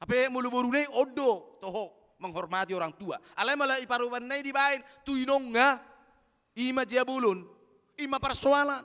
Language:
Batak Toba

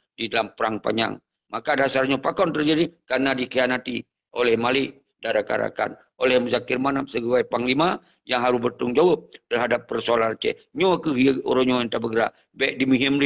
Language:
Achinese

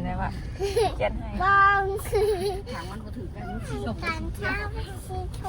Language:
Northeastern Thai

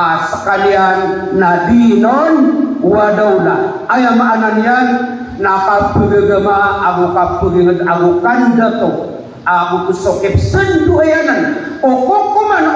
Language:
Maranao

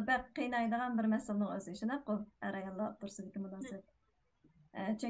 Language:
Uyghur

